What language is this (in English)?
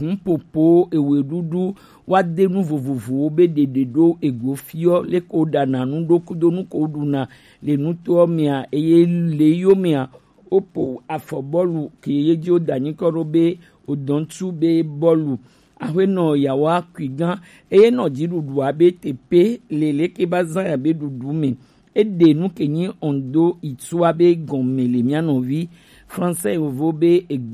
Gen